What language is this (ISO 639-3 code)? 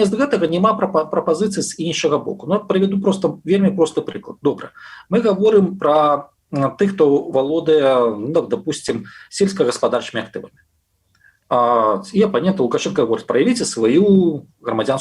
bel